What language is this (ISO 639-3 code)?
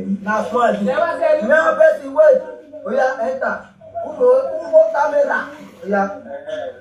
pcm